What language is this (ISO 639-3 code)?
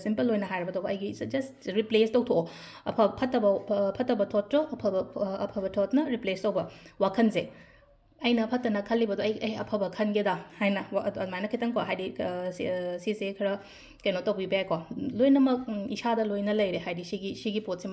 mni